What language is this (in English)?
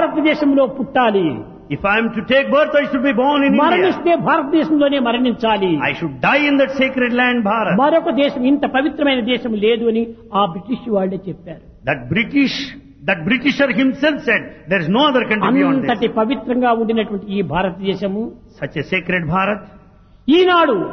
Telugu